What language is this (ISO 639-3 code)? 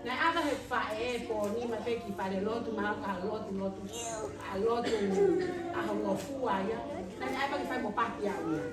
ton